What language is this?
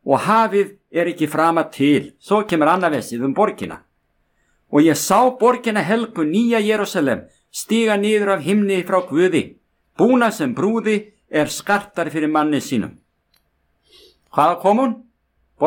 Icelandic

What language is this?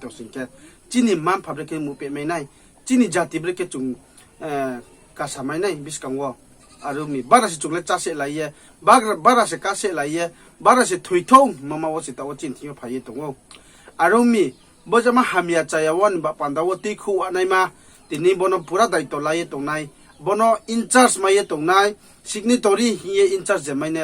Riang (India)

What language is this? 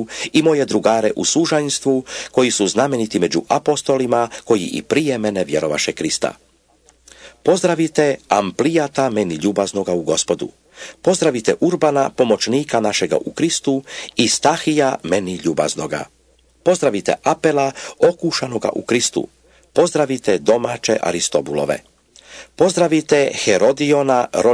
Croatian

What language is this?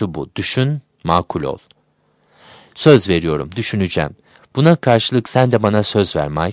Turkish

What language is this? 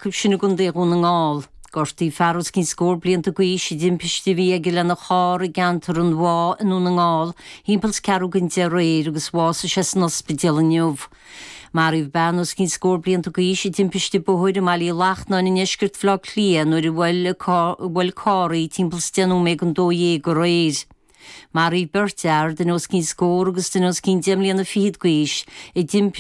Irish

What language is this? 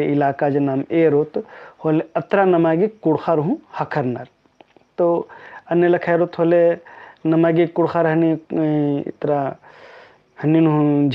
Kurukh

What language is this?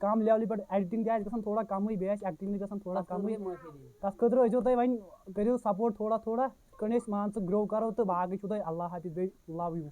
Kashmiri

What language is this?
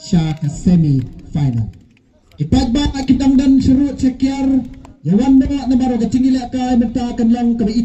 Khasi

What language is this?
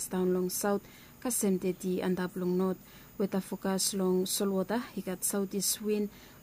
Bislama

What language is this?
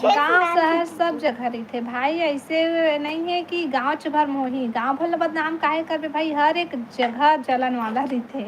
Chhattisgarhi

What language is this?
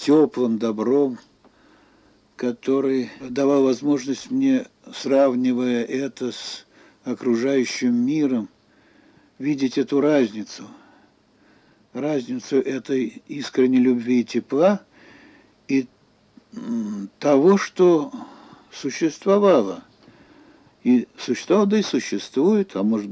Russian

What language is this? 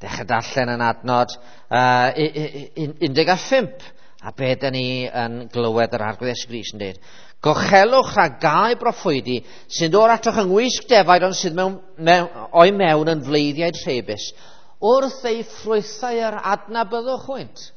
Welsh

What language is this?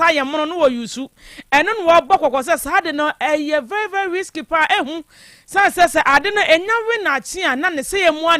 Akan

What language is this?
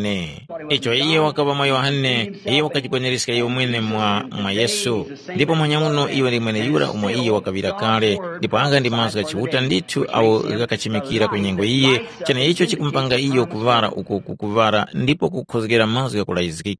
Tumbuka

